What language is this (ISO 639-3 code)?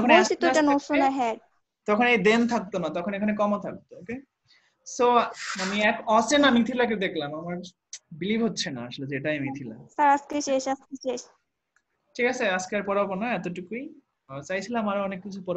ben